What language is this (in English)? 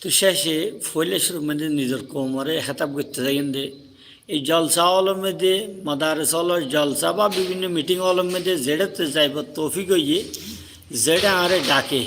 Rohingya